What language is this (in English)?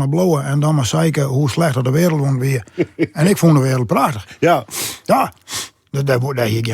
Western Frisian